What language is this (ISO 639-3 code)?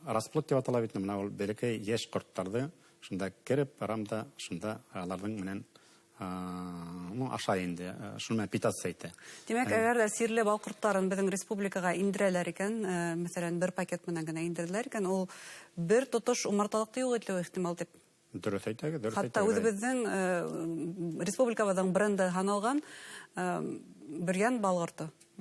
bak